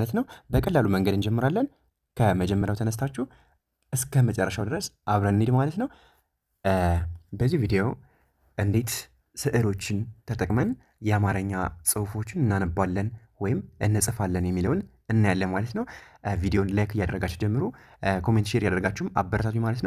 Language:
Amharic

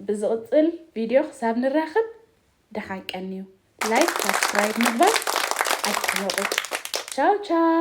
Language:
Tigrinya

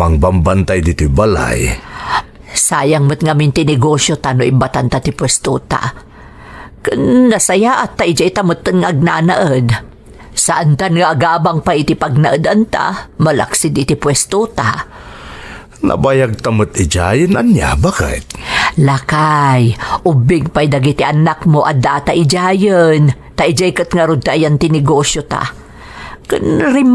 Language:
Iloko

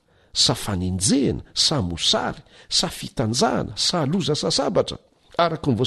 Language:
Malagasy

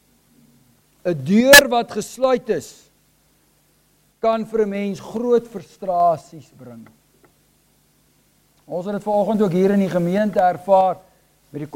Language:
Afrikaans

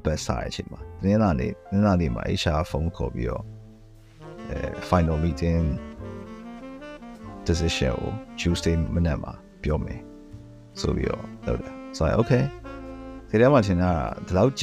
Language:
Burmese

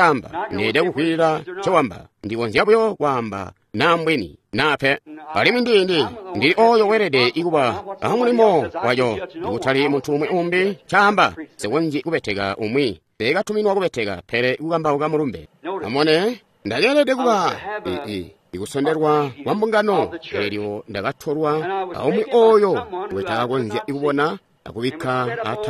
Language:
Tonga (Zambia)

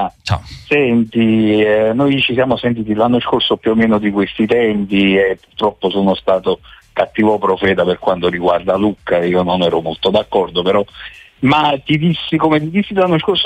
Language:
Italian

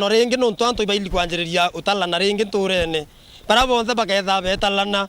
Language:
Meru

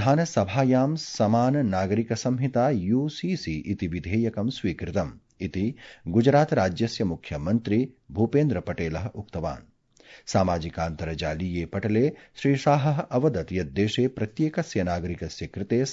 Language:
Sanskrit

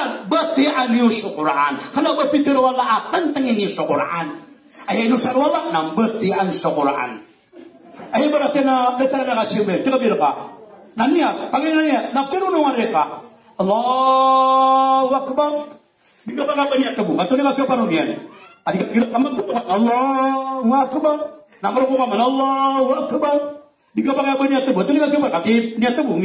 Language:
Maranao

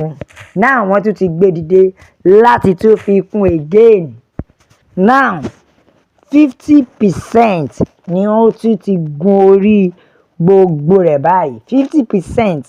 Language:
Yoruba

